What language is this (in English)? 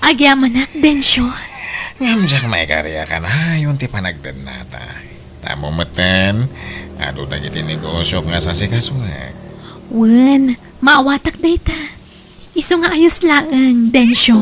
Iloko